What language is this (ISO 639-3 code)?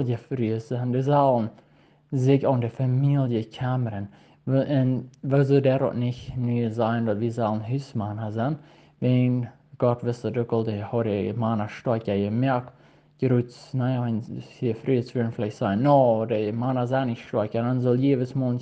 pdt